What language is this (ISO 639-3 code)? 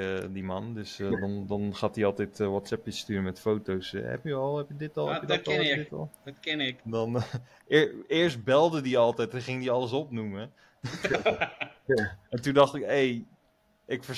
nld